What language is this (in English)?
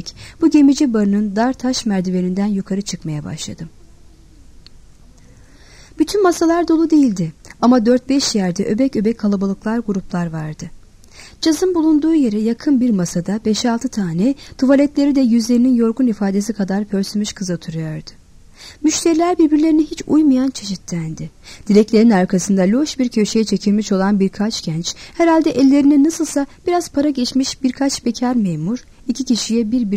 Turkish